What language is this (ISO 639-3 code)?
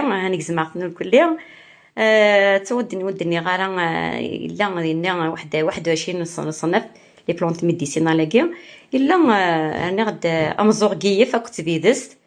kab